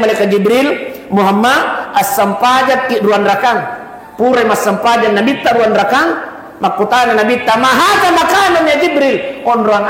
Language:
Buginese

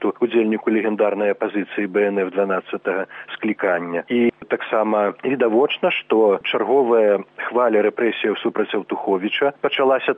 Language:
Belarusian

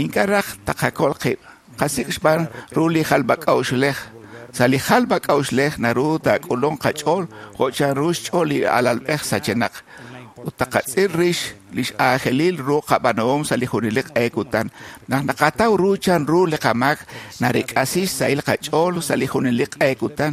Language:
Kekchí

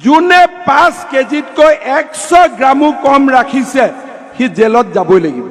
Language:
Assamese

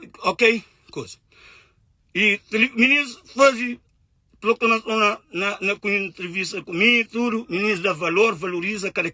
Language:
Kabuverdianu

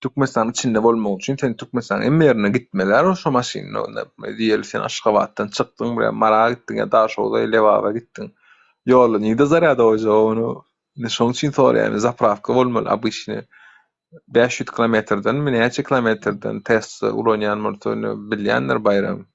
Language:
Turkmen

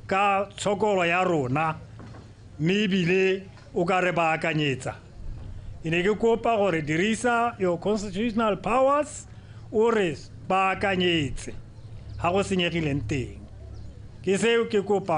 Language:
Tswana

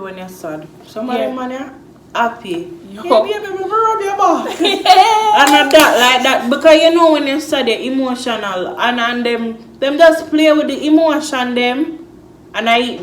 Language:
Jamaican Creole English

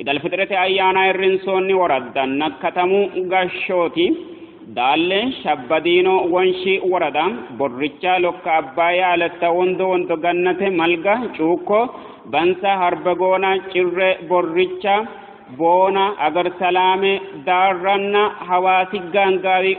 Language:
Sidamo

